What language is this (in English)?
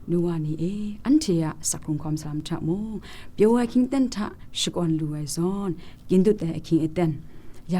Kachin